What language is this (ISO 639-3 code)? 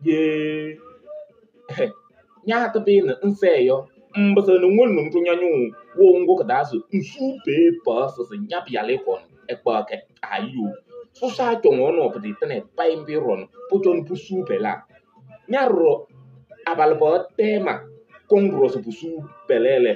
kbp